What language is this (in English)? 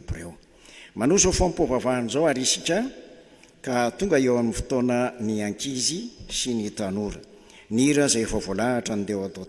Malagasy